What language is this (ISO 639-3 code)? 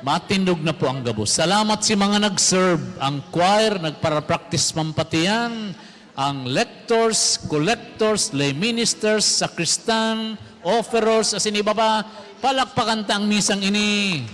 bik